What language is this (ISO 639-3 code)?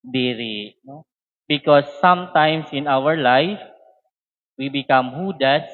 war